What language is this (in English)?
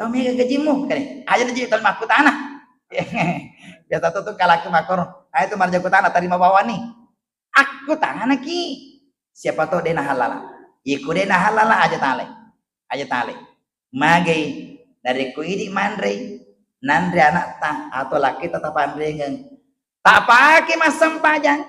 Buginese